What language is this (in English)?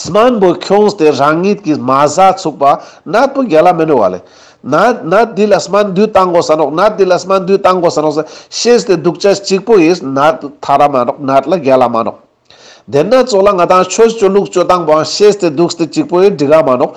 Ladakhi